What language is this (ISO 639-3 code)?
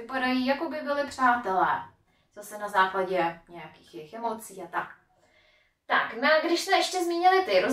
ces